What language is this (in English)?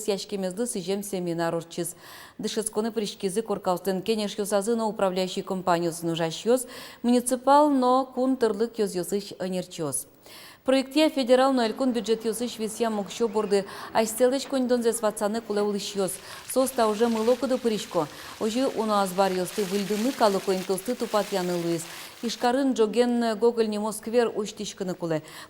Udmurt